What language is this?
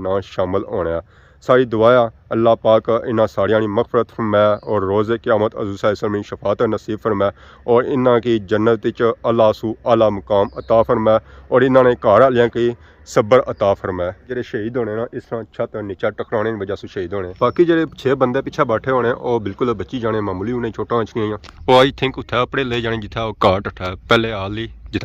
Pahari-Potwari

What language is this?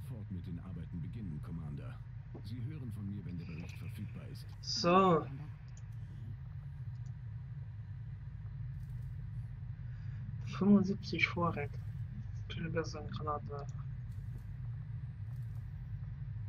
German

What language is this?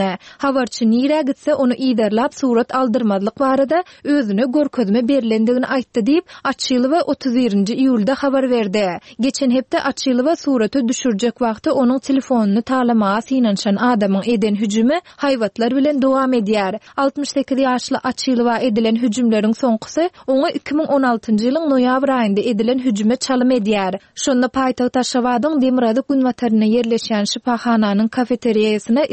Turkmen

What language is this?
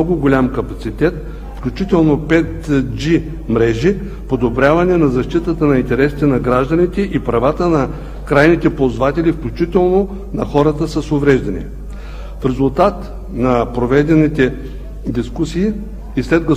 Bulgarian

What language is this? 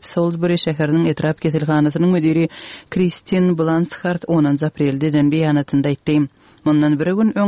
Turkmen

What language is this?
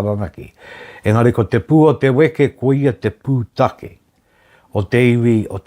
Māori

